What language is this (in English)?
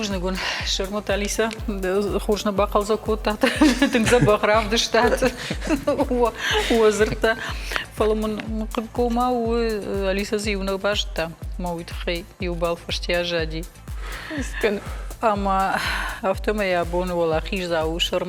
Ossetic